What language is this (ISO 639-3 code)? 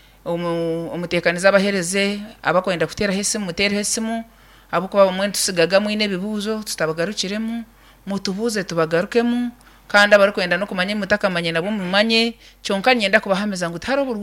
nyn